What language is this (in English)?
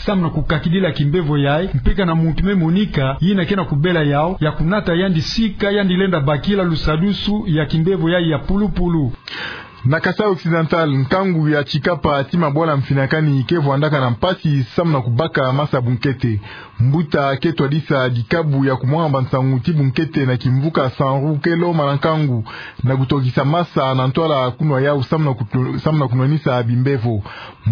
Kituba (Democratic Republic of Congo)